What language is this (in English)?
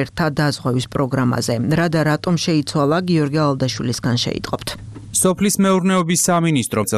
Georgian